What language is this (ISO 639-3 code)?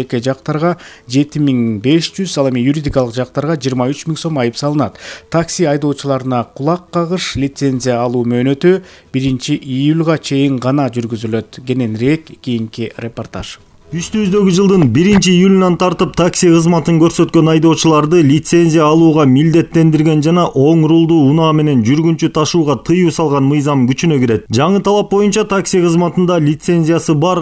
kir